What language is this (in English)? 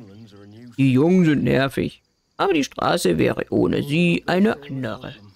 German